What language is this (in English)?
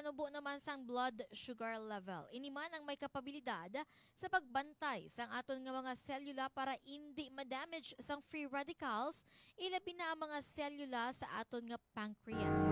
Hiligaynon